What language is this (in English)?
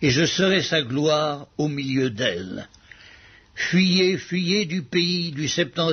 French